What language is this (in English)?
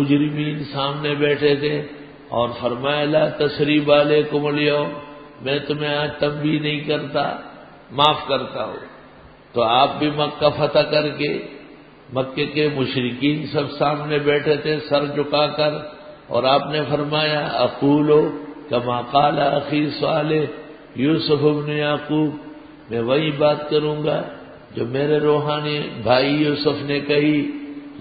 Urdu